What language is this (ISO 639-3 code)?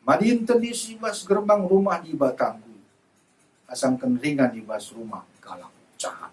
btx